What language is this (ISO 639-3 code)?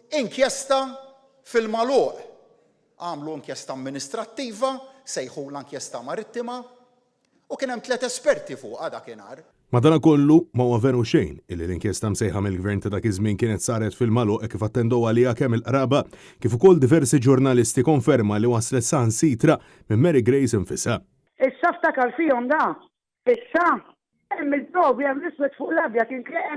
mlt